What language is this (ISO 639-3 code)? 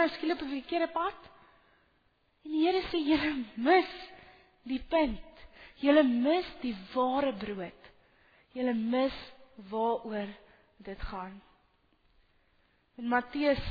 afr